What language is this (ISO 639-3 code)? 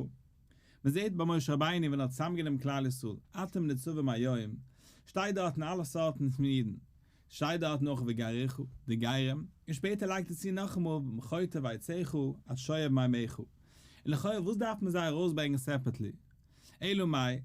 yid